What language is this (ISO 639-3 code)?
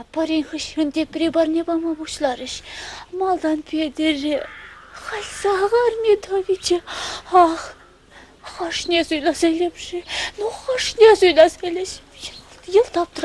chv